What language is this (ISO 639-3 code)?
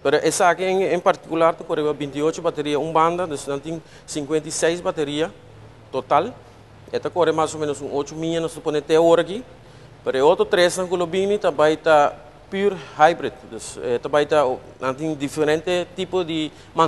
pap